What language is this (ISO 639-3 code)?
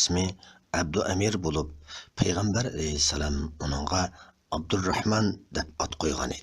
uig